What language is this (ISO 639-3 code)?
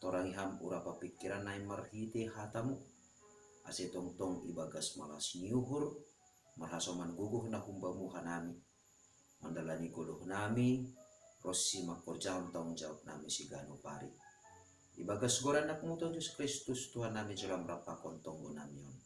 bts